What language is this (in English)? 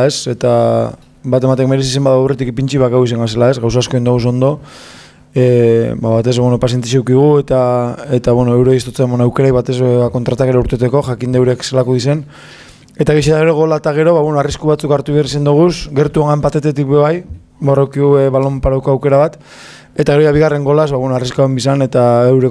Basque